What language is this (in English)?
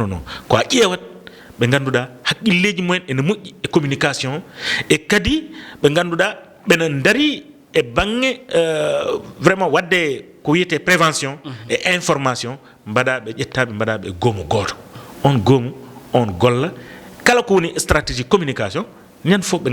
Fula